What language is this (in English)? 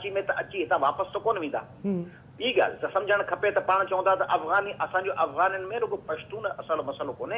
Sindhi